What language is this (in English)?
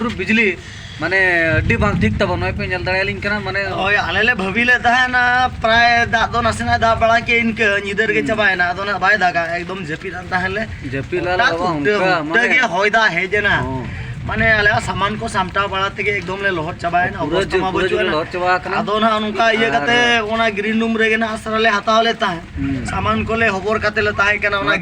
Santali